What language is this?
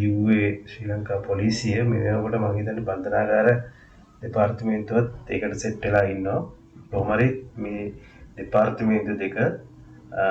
Sinhala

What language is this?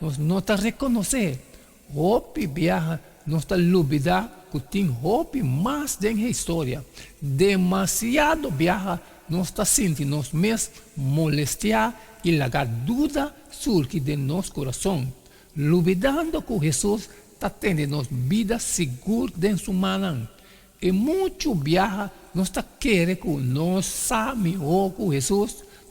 Papiamento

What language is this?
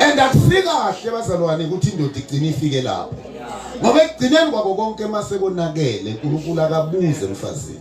Zulu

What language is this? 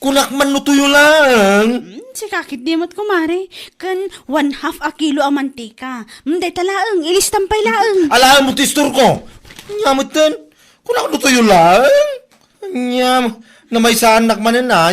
Iloko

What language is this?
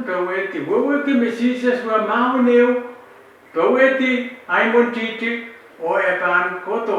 Pohnpeian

